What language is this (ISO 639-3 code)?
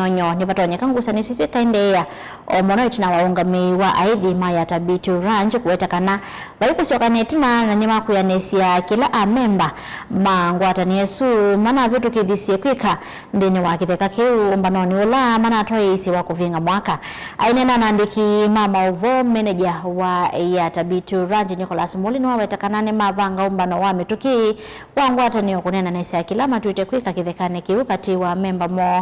kam